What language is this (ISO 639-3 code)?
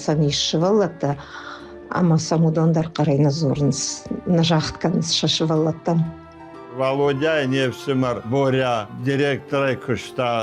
oss